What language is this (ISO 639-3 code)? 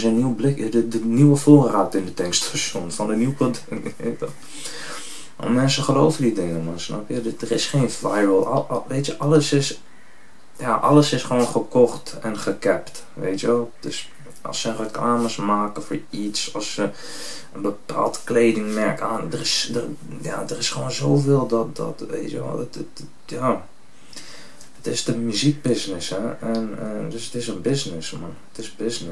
nld